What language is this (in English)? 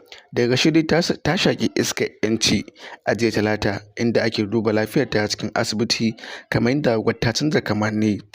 Hausa